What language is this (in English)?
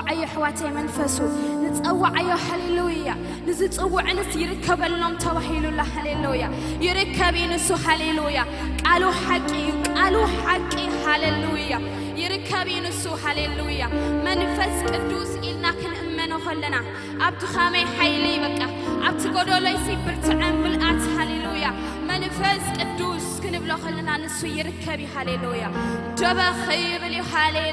Tigrinya